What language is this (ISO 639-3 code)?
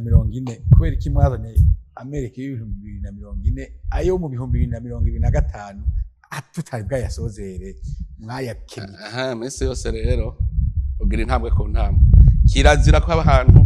run